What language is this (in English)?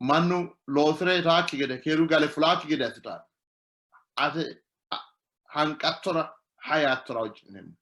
Sidamo